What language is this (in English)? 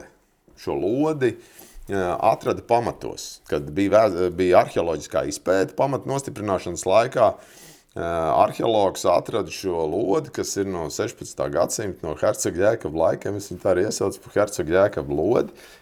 Latvian